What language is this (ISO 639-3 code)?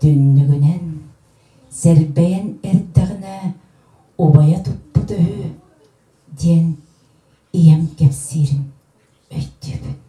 sah